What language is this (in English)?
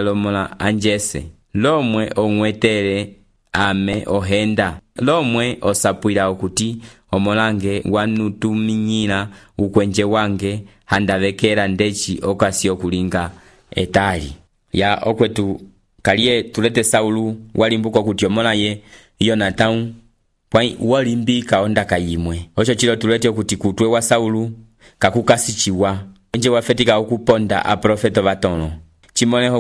Umbundu